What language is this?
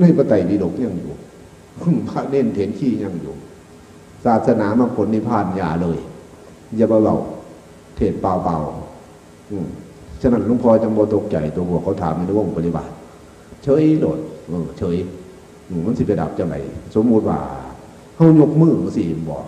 Northeastern Thai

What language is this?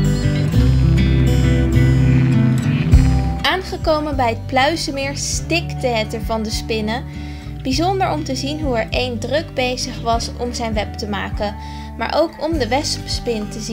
Dutch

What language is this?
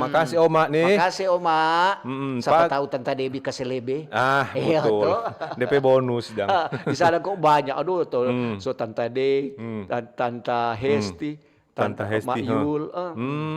Manado Malay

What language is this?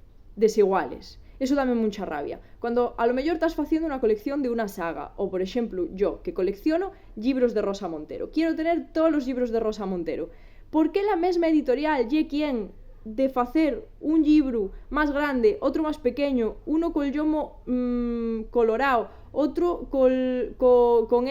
Asturian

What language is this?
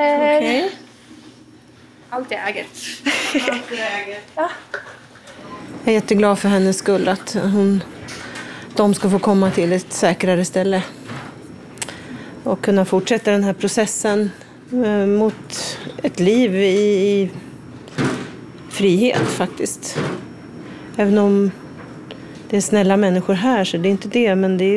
Swedish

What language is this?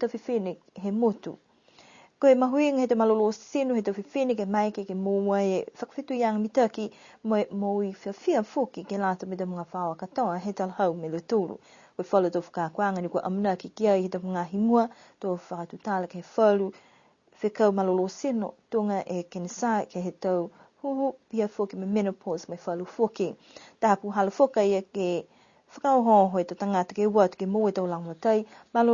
Niuean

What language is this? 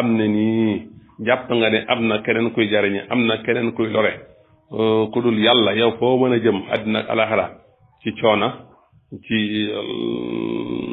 Wolof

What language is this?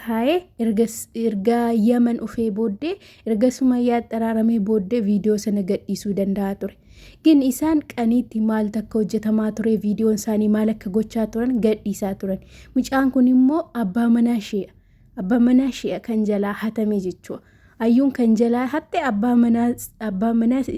Oromo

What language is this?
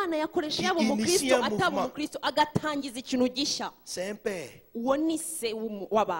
Kinyarwanda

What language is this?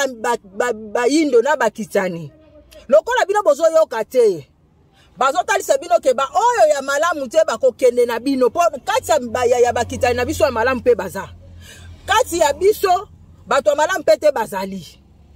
Lingala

